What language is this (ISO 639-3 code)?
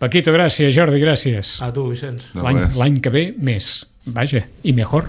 cat